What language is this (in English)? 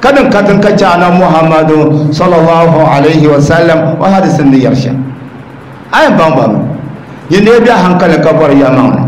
Dagbani